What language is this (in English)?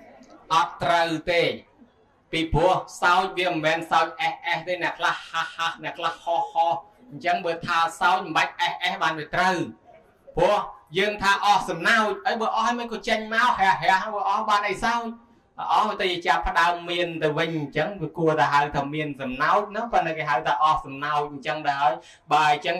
Khmer